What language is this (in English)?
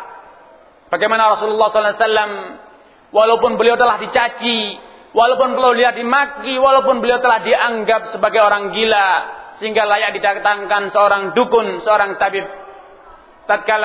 Indonesian